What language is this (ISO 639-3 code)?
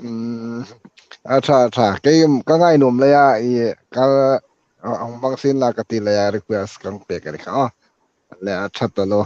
hmr